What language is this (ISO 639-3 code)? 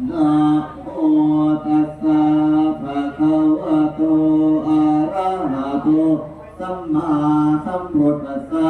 pli